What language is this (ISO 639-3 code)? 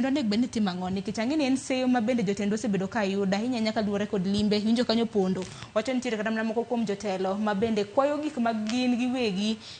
luo